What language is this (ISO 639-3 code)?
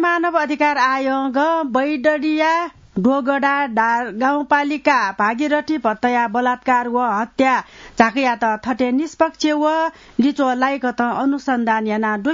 new